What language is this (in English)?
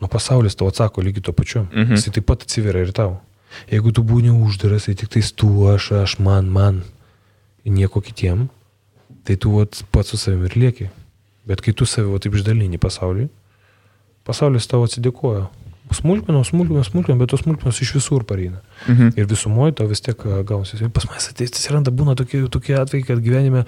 Lithuanian